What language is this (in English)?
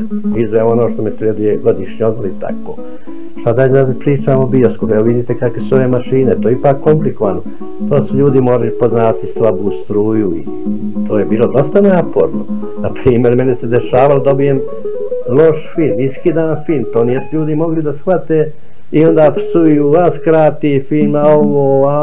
Bosnian